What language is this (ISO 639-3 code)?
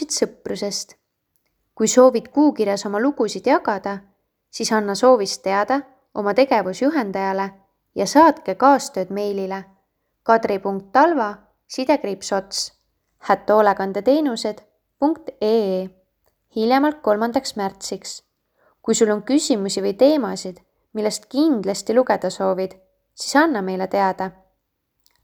est